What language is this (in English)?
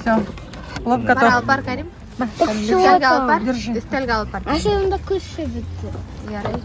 Bashkir